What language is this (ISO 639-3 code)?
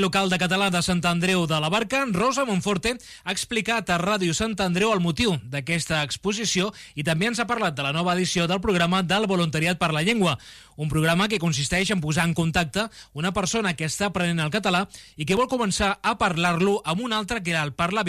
cat